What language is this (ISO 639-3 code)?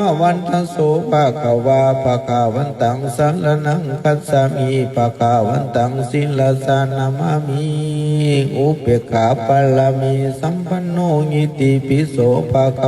pli